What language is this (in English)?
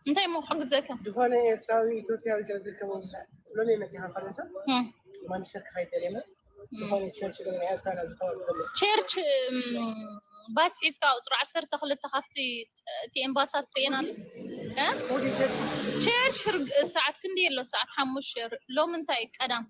Tigrinya